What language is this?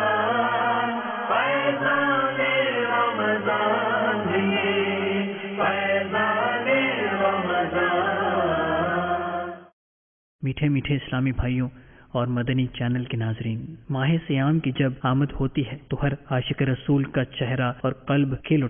Urdu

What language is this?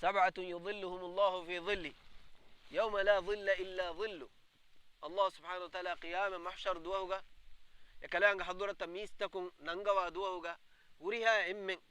Divehi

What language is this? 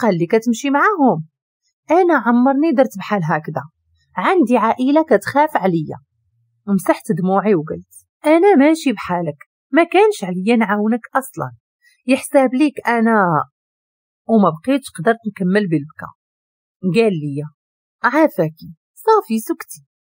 Moroccan Arabic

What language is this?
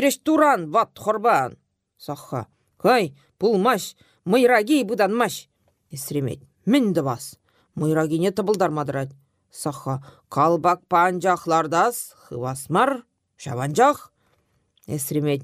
Chuvash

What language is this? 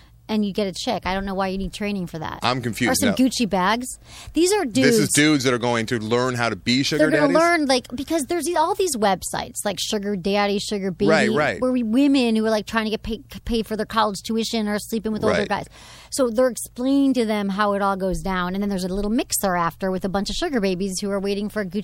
English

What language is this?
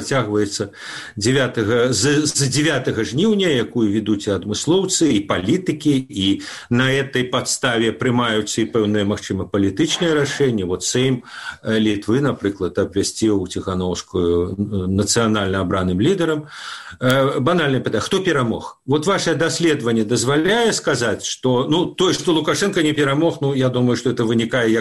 Belarusian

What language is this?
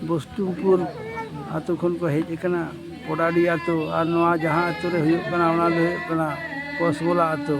Santali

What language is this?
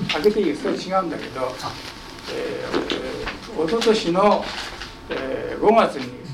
Japanese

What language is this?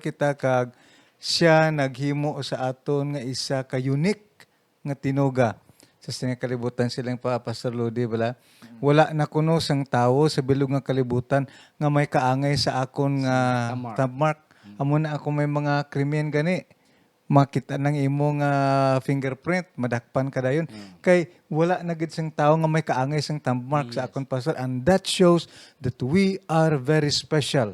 Hiligaynon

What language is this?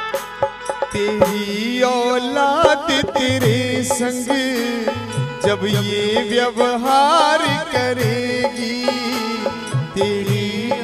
Hindi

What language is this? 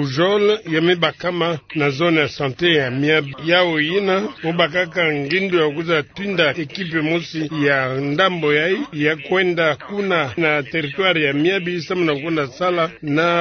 Kituba (Democratic Republic of Congo)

